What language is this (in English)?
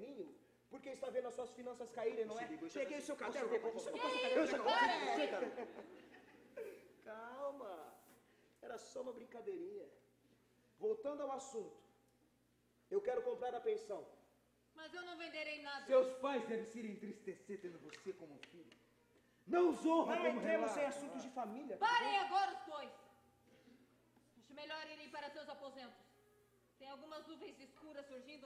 Portuguese